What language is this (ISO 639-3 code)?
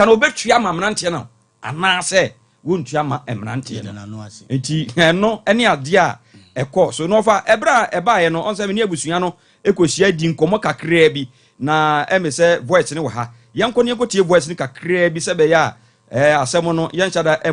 aka